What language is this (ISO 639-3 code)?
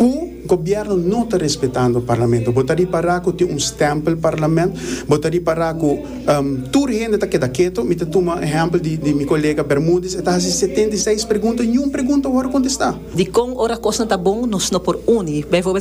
pap